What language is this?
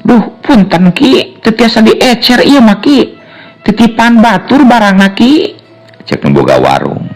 Sundanese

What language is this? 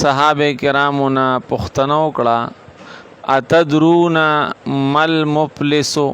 Pashto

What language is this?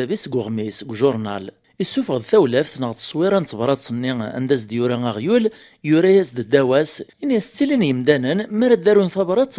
Kabyle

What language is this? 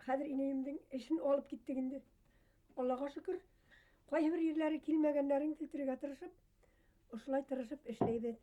Bashkir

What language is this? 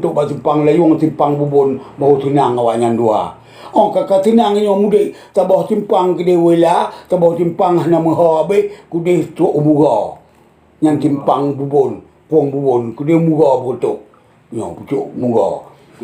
Achinese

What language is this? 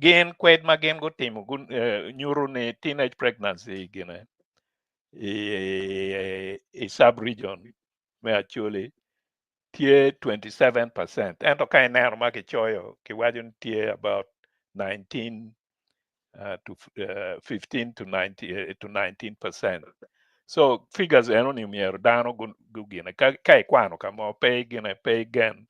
Acoli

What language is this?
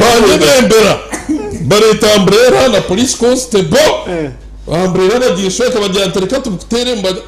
Nyankole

